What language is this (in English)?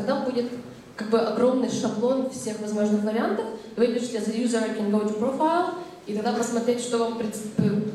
Russian